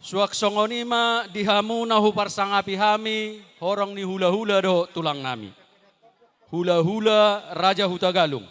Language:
Batak Toba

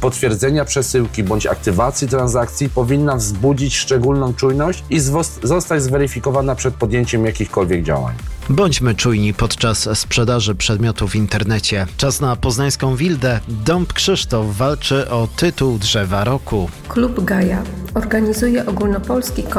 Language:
Polish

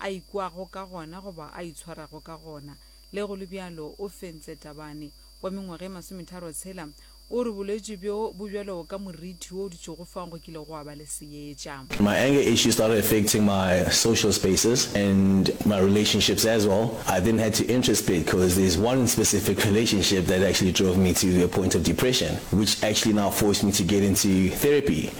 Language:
Northern Sotho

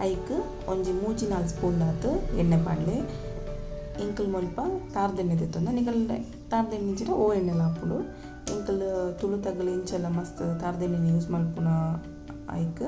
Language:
Tulu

